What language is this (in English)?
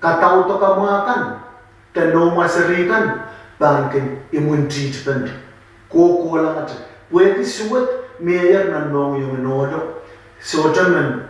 Pohnpeian